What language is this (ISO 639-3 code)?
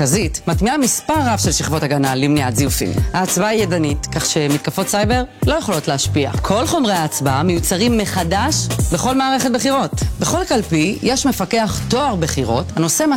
heb